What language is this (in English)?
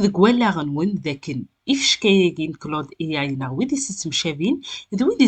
Kabyle